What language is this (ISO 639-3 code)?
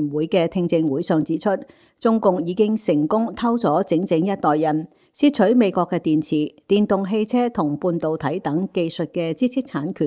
yue